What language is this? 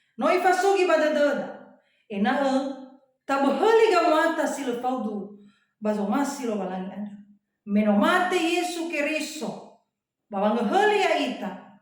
Nias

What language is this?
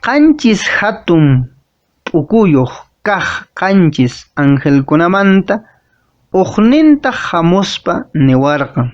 Quechua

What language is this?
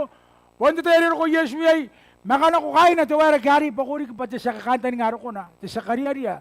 Gilbertese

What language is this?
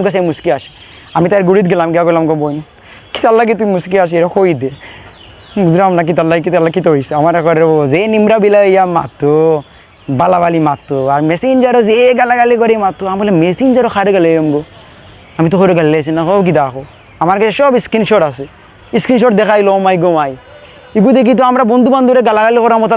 Sylheti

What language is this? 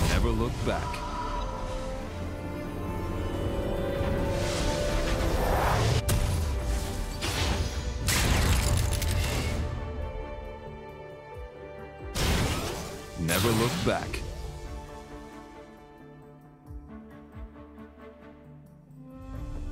English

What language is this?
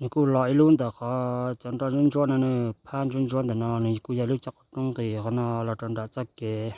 Hmong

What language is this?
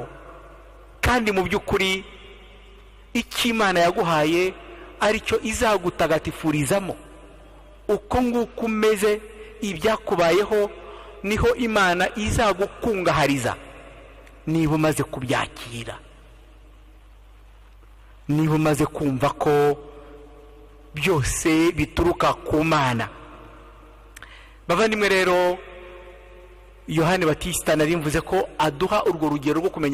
Kinyarwanda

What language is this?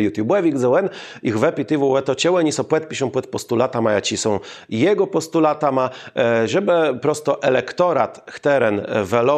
Kashubian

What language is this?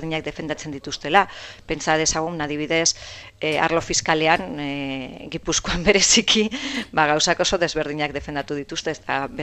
Basque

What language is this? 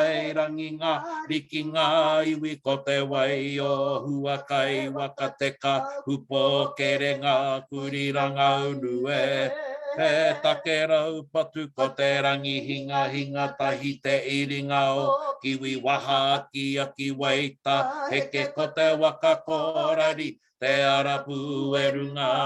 Māori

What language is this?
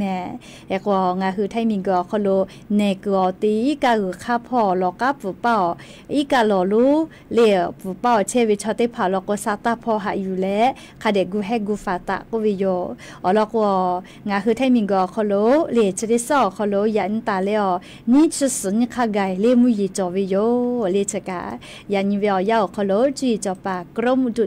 Lahu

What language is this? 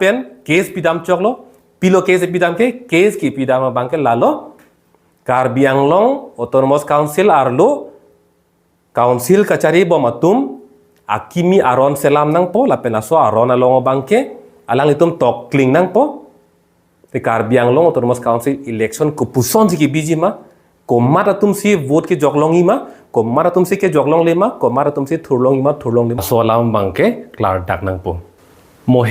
Karbi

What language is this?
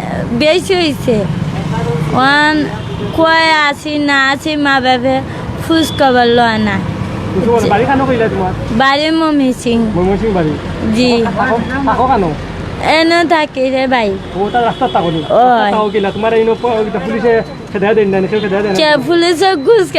Sylheti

